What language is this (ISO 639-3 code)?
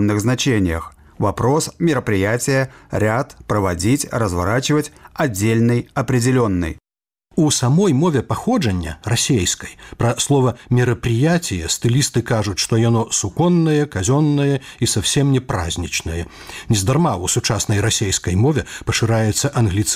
bel